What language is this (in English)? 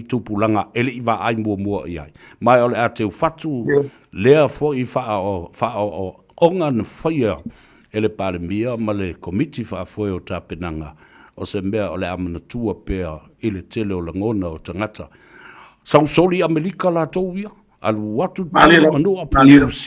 Samoan